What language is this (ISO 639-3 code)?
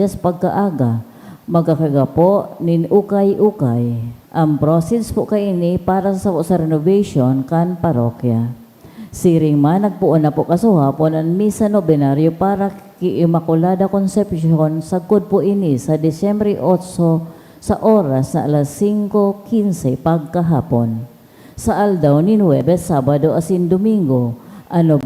bik